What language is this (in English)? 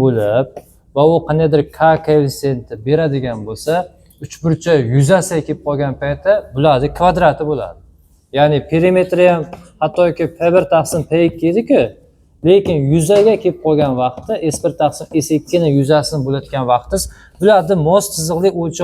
Uzbek